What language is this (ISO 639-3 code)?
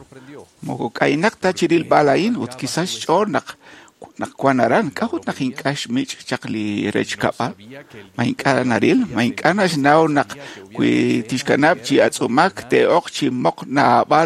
kek